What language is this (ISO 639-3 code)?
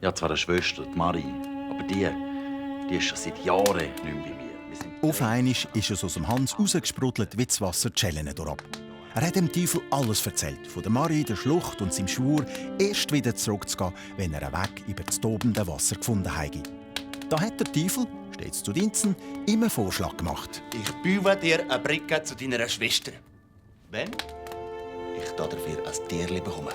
gsw